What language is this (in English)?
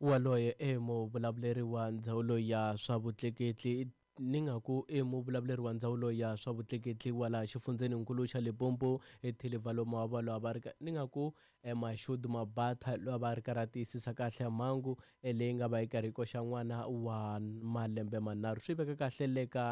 Tsonga